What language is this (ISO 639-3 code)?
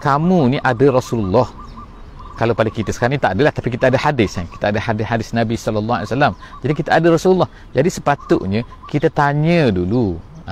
msa